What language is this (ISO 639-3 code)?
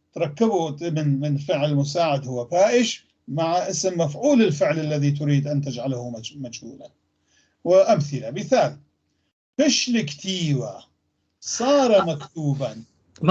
apc